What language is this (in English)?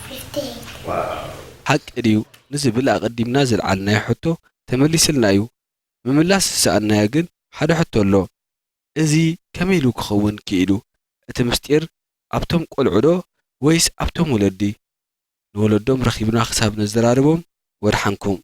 Tigrinya